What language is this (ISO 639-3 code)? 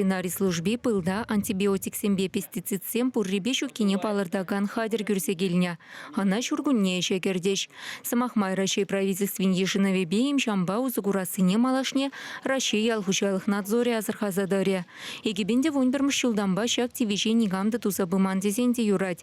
chv